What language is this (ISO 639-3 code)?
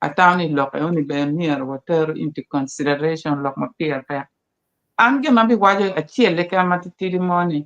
ach